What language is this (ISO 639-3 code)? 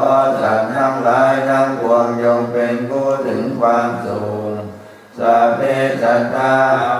pli